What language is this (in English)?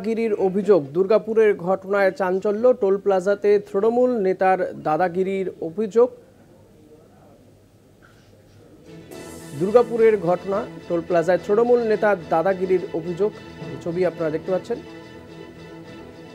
Bangla